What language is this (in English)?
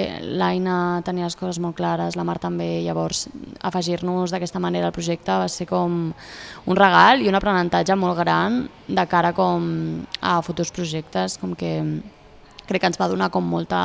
Catalan